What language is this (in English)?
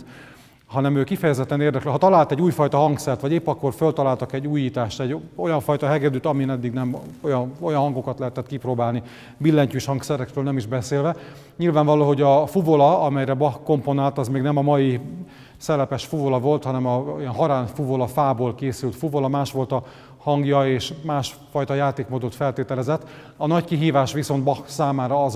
Hungarian